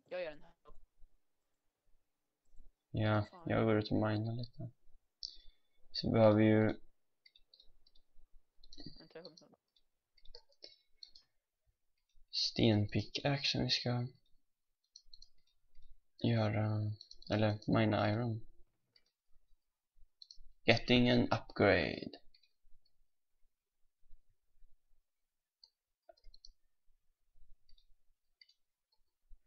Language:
Swedish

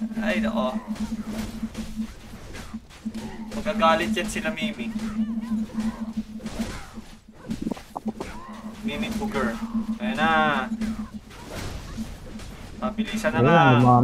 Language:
Filipino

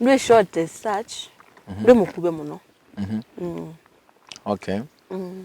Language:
Kamba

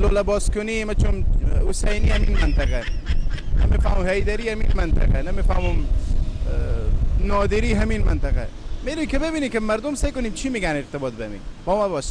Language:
Persian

